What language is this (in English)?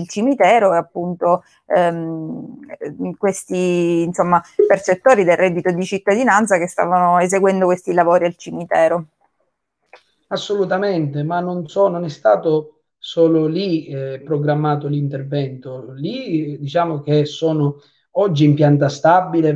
Italian